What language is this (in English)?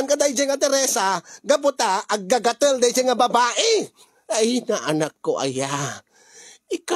Iloko